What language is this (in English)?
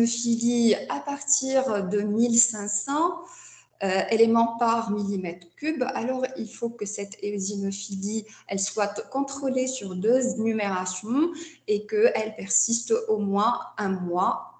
French